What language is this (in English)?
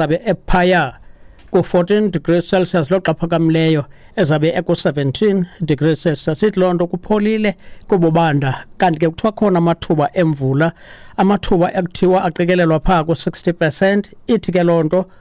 Xhosa